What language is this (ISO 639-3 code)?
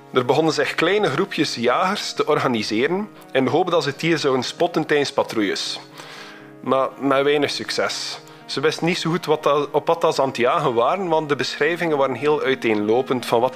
nld